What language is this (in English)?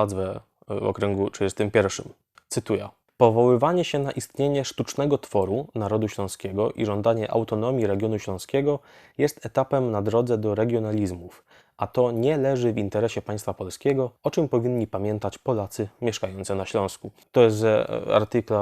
Silesian